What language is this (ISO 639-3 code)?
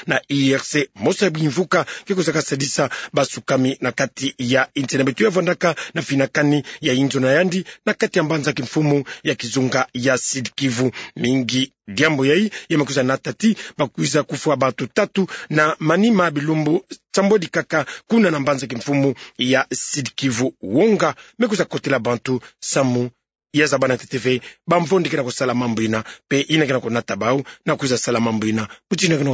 ktu